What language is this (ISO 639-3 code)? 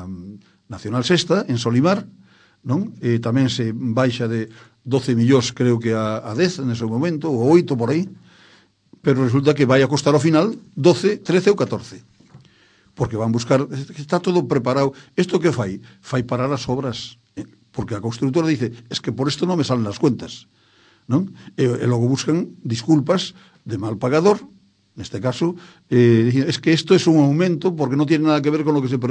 glg